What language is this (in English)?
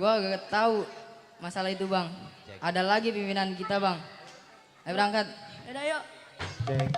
Betawi